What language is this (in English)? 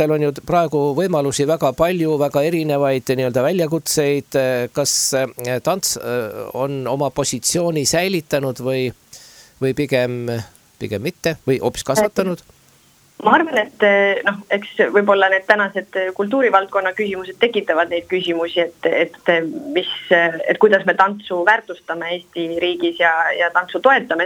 Estonian